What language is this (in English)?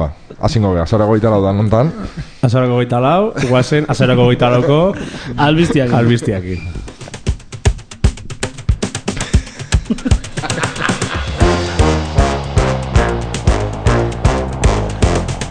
Basque